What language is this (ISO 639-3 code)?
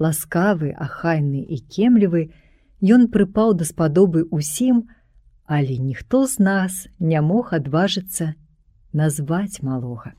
bel